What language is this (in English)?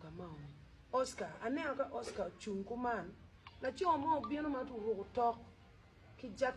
Acoli